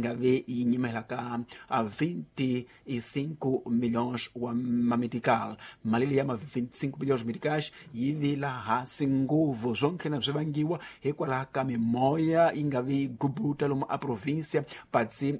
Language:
Tsonga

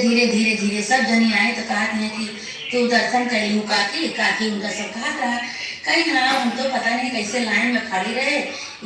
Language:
Awadhi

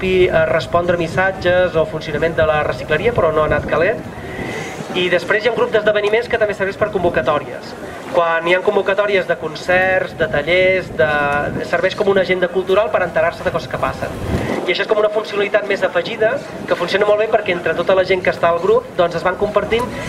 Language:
Catalan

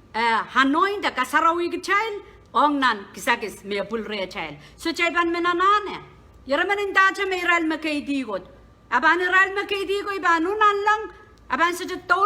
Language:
Pohnpeian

